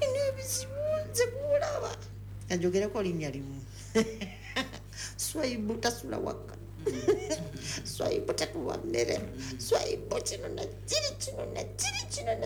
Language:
Ganda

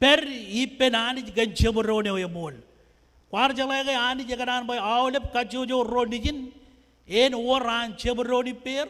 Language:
Marshallese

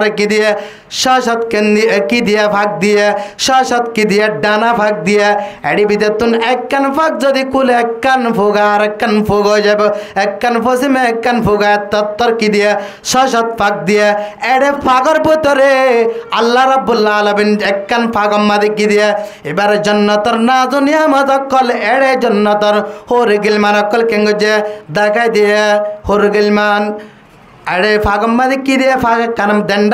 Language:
Rohingya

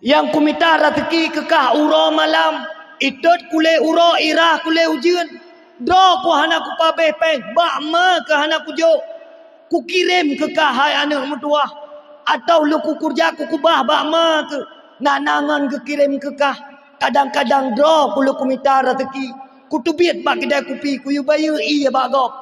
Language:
Achinese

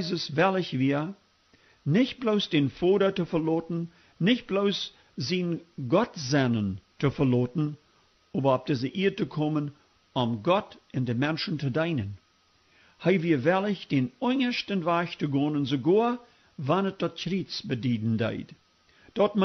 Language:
Plautdietsch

